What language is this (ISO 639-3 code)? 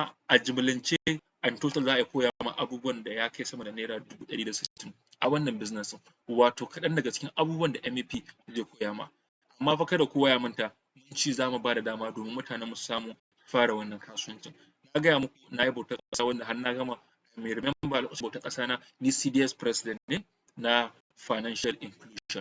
hau